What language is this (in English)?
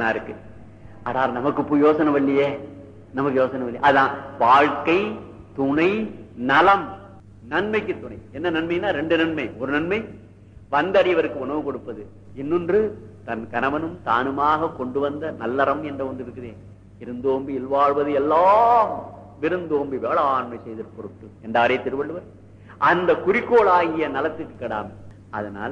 Tamil